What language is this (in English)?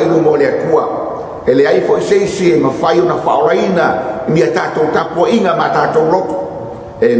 Samoan